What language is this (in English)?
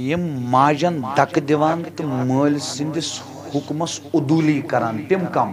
Kashmiri